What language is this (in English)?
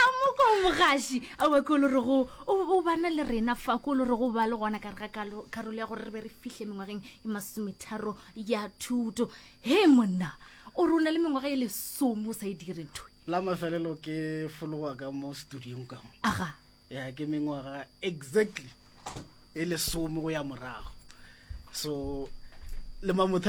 Northern Sotho